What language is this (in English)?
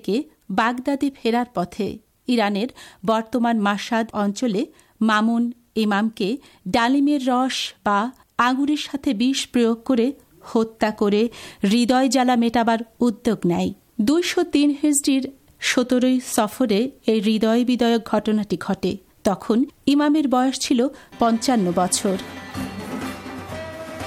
Bangla